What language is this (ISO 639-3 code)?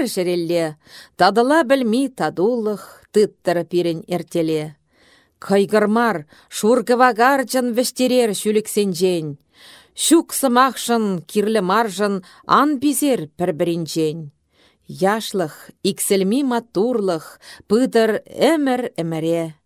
chv